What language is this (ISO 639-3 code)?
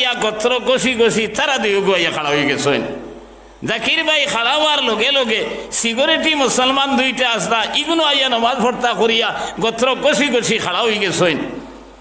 syl